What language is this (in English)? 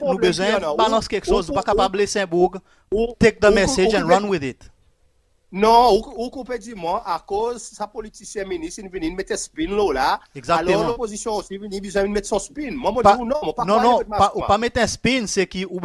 Seselwa Creole French